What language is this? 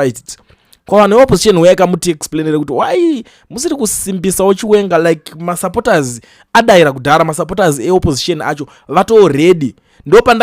Shona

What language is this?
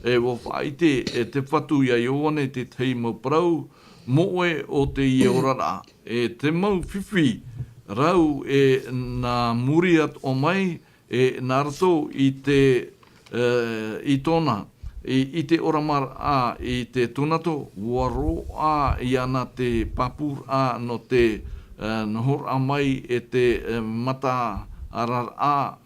Tahitian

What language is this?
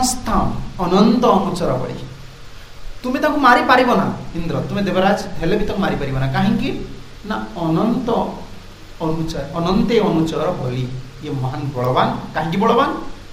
Odia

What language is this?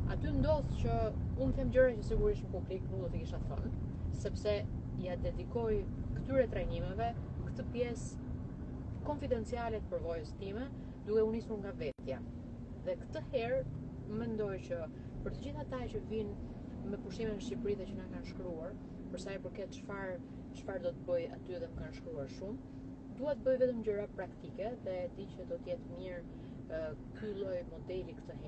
Albanian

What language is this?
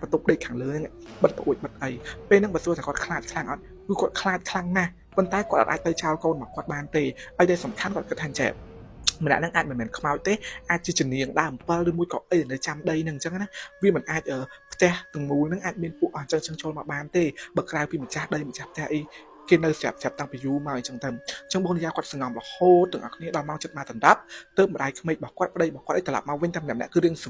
Khmer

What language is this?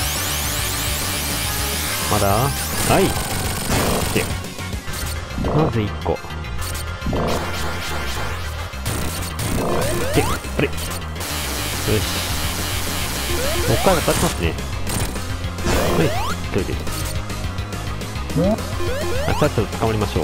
Japanese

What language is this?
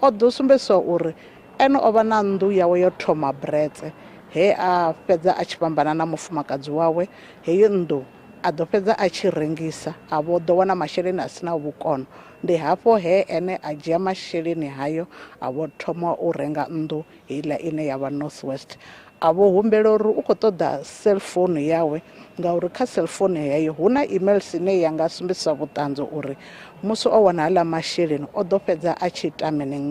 Venda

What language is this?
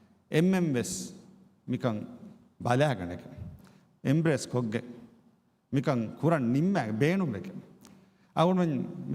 Divehi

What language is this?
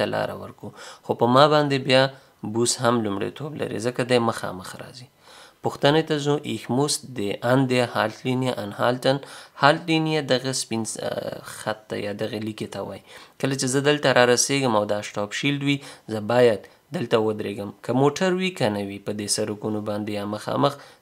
Pashto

